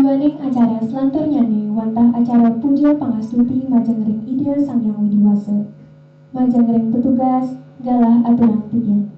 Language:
Balinese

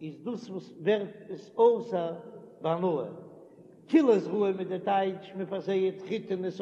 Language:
Yiddish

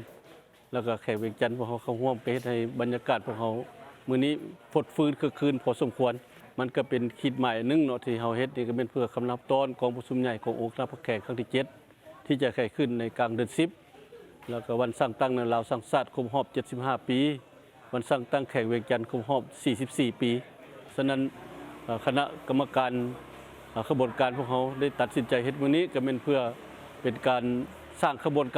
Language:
Lao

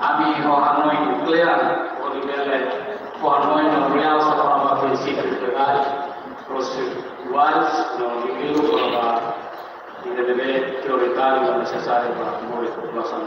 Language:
Tetum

